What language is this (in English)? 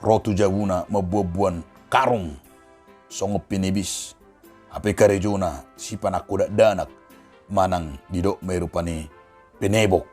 Batak Toba